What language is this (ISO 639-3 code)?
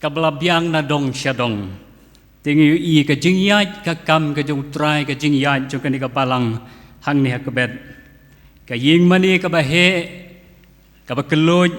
kha